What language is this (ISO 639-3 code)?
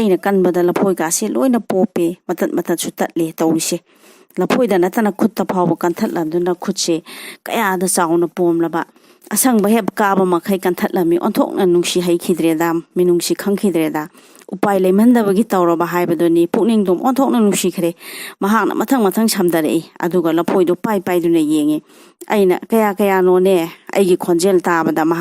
mni